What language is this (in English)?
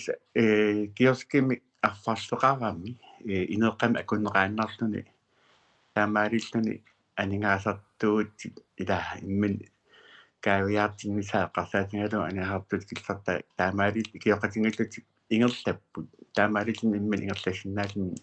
Kalaallisut